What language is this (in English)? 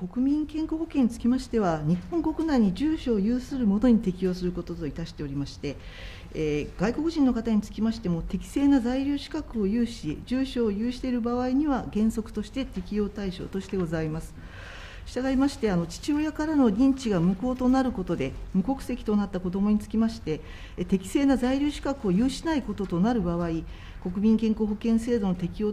Japanese